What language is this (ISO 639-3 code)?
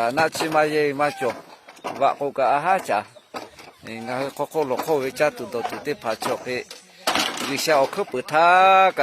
lhu